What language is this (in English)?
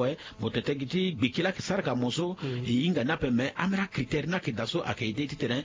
Sango